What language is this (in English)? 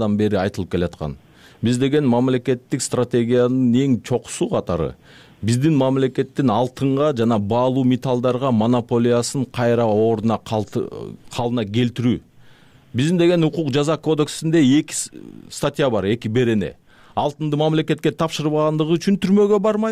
Kyrgyz